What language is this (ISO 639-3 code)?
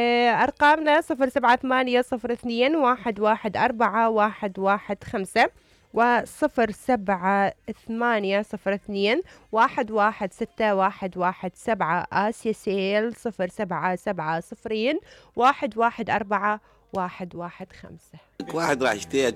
acm